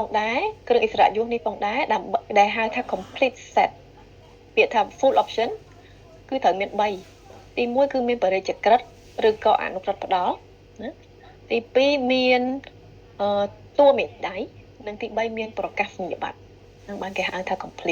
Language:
Khmer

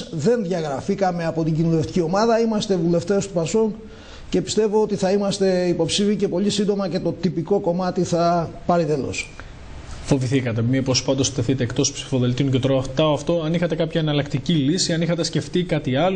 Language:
Greek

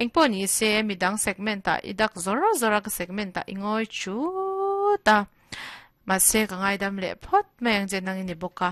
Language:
Mizo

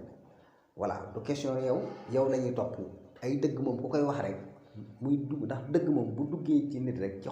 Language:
Wolof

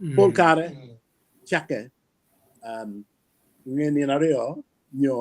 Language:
Acoli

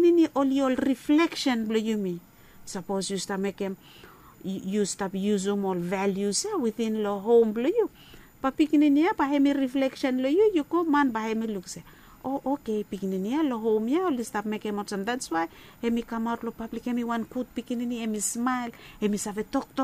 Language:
Bislama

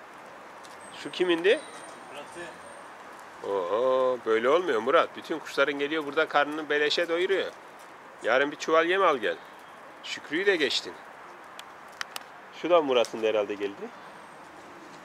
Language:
Turkish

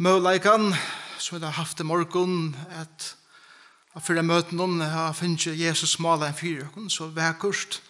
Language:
Faroese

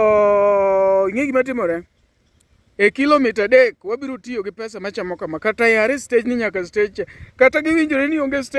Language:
Luo (Kenya and Tanzania)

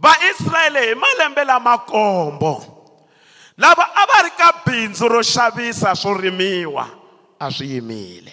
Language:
Tsonga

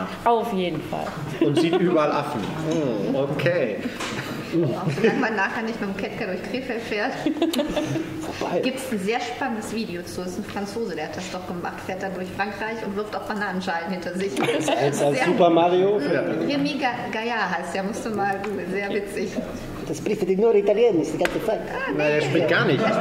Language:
German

